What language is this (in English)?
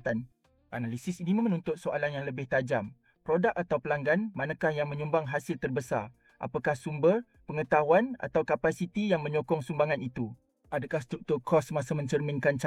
Malay